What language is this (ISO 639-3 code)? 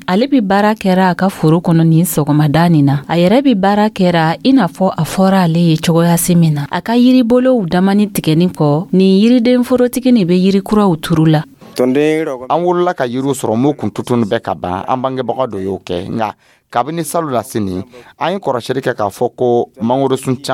dyu